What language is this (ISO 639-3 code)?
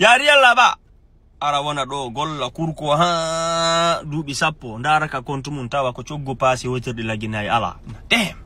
ful